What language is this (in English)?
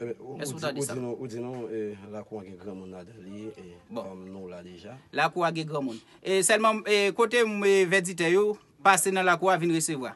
Haitian Creole